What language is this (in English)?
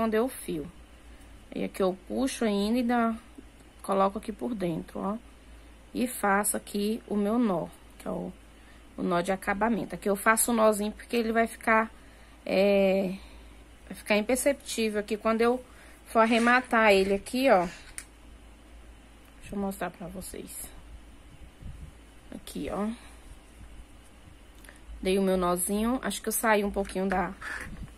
Portuguese